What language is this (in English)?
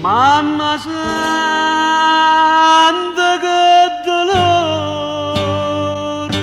Neapolitan